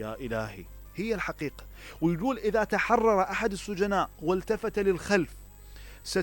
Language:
Mesopotamian Arabic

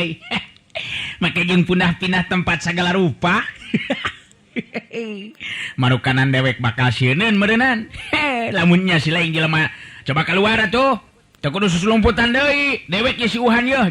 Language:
Sundanese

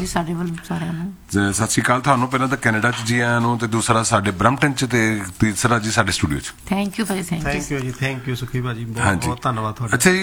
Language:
Punjabi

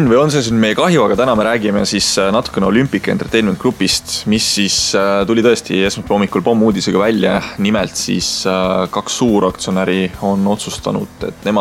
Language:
Estonian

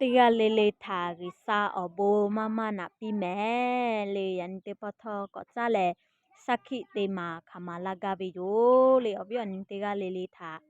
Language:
Lahu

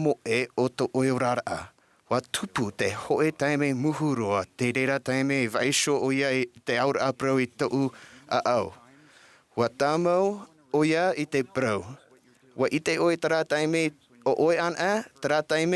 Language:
Tahitian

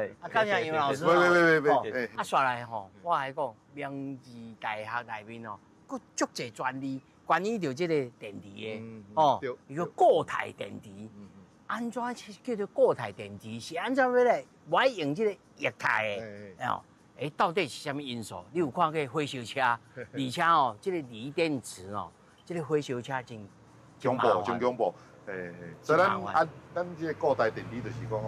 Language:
Min Nan Chinese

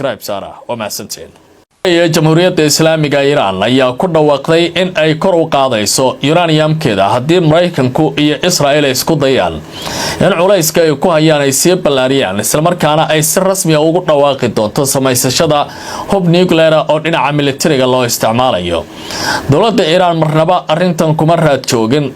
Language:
Somali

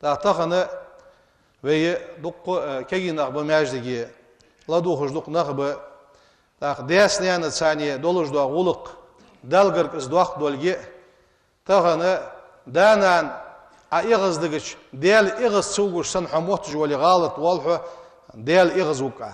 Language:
Ingush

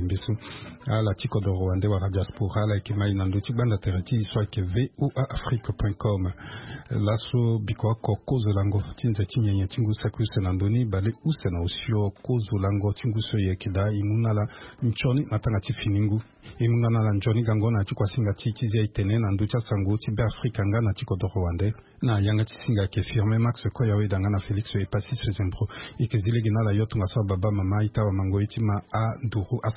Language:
Sango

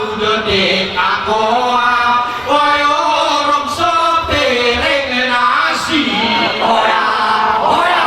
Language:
Gayo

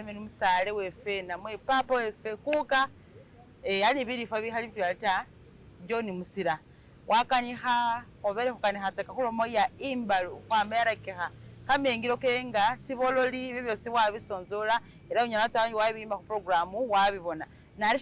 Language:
Masaaba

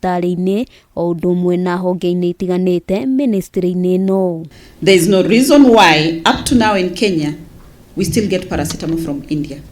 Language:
Kikuyu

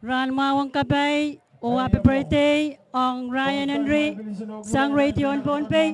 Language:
Pohnpeian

